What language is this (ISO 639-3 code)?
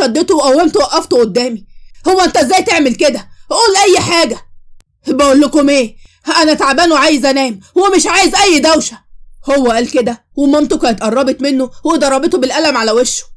arz